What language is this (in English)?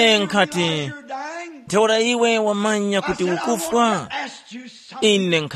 Tumbuka